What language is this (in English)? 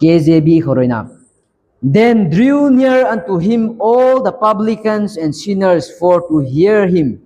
Rongmei Naga